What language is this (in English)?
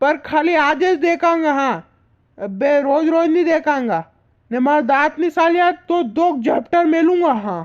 Rajasthani